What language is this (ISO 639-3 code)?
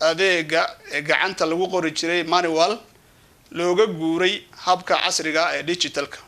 som